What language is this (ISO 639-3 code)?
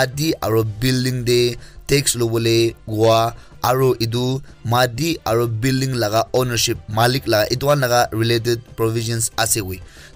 nag